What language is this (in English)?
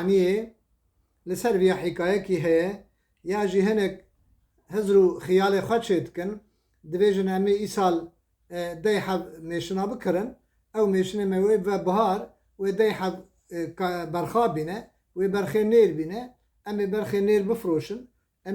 Kurdish